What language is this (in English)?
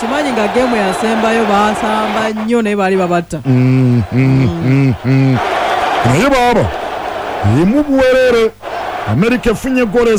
Ganda